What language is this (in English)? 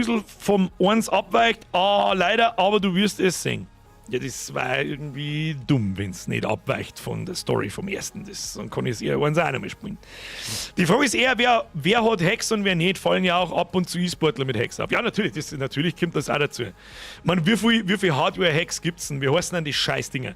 Bavarian